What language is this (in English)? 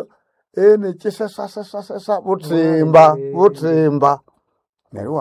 Nande